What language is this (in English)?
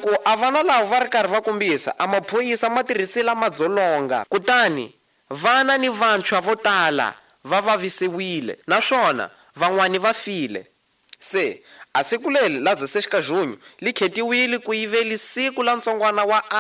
Tsonga